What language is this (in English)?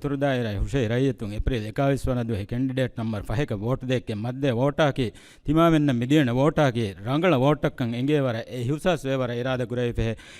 Divehi